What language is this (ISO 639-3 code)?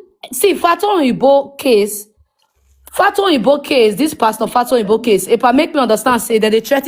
pcm